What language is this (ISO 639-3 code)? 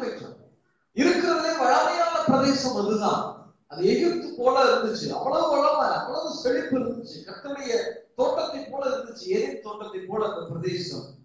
tam